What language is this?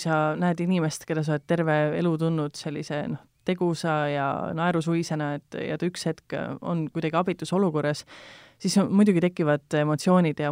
Estonian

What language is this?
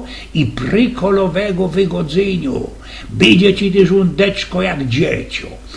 Silesian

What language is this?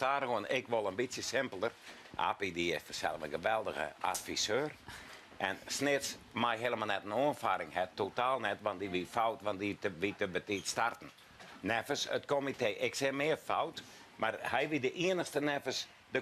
Western Frisian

